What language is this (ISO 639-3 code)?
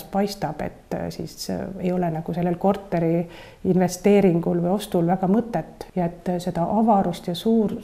est